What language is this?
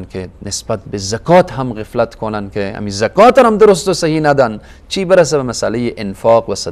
Persian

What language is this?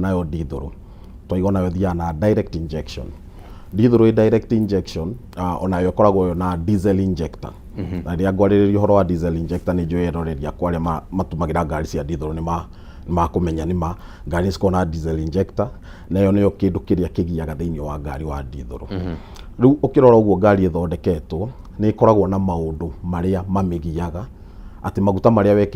Kikuyu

